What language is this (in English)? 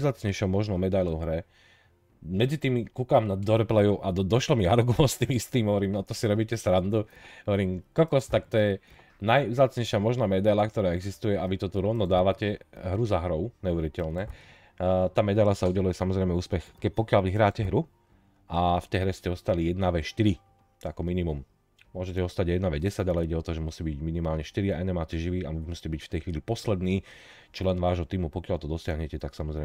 Slovak